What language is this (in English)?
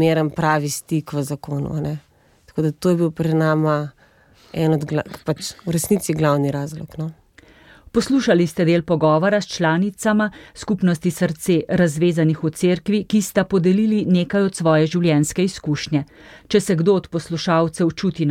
Slovenian